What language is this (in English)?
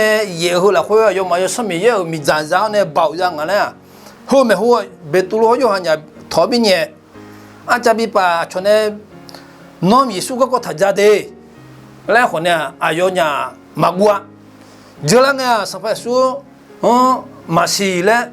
Akha